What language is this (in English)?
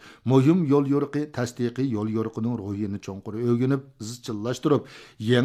Uyghur